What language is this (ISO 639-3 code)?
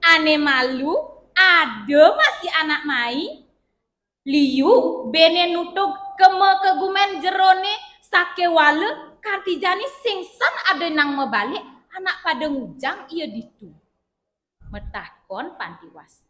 ban